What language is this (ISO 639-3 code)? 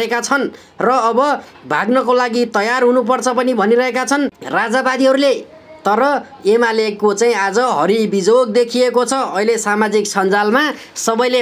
nep